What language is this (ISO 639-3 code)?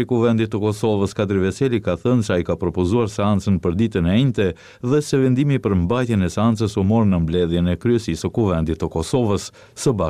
sqi